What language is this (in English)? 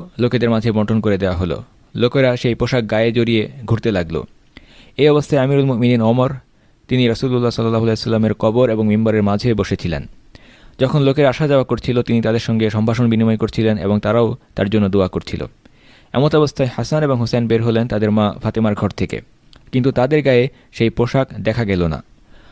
Bangla